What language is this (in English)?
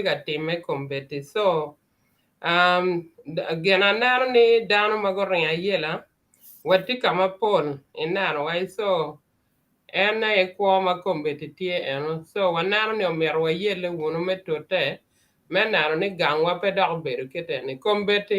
Acoli